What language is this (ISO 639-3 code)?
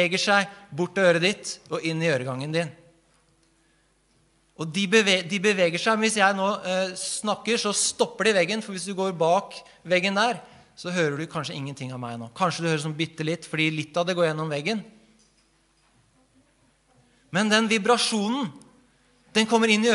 nor